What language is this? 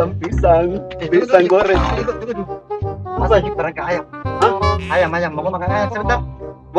Makassar Malay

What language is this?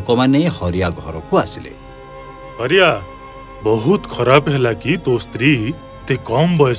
Odia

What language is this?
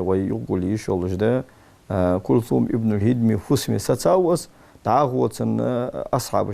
Ingush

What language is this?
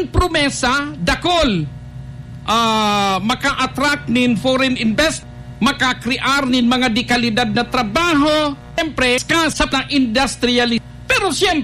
Bikol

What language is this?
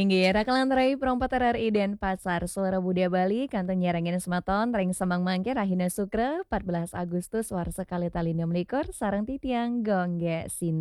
Balinese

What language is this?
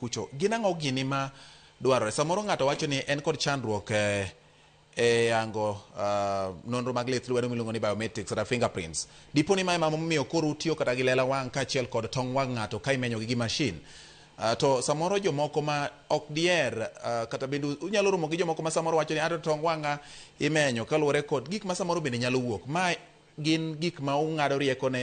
Luo (Kenya and Tanzania)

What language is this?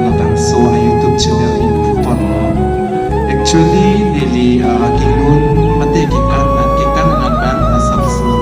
Karbi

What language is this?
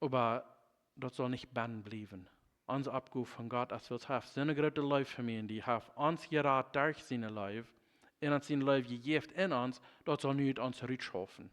Plautdietsch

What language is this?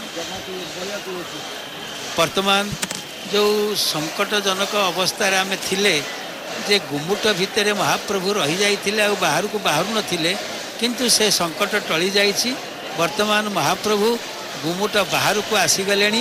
Odia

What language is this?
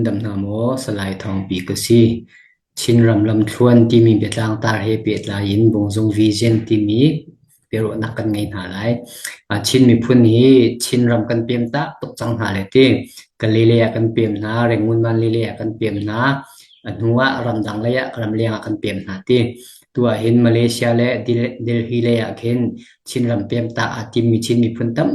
Hakha Chin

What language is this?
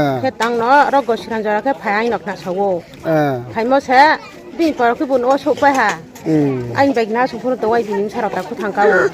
Riang (India)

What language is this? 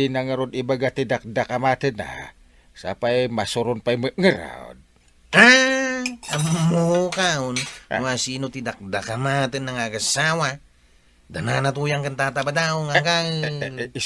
Iloko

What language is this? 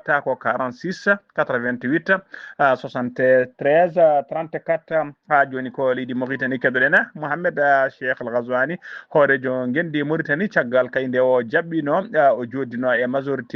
Fula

